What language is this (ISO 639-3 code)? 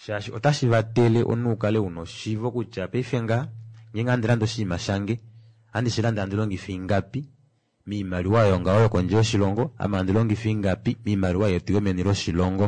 kua